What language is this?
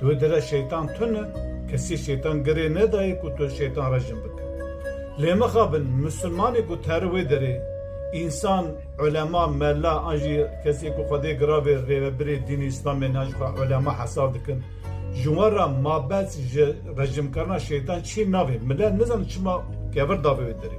Kurdish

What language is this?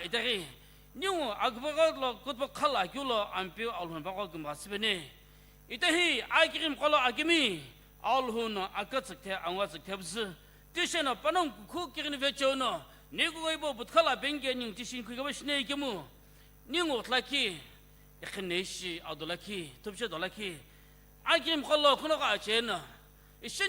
Sumi Naga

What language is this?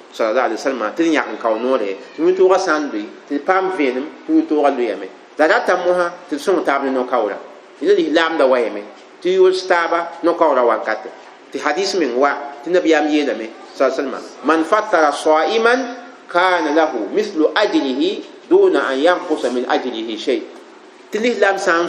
Mossi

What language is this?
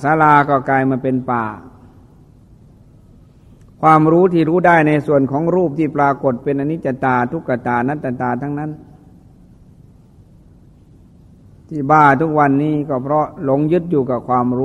Thai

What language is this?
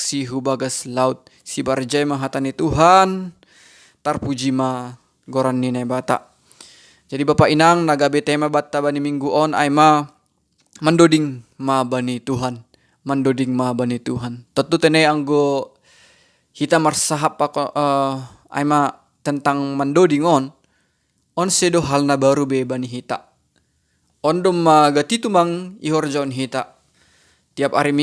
Batak Simalungun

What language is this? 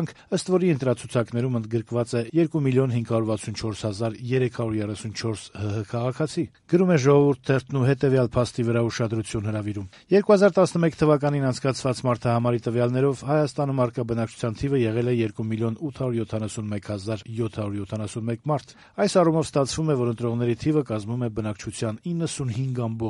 Armenian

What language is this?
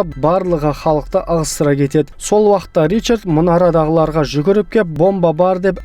Kazakh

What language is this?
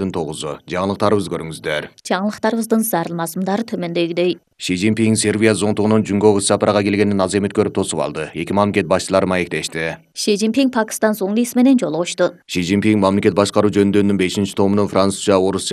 Kyrgyz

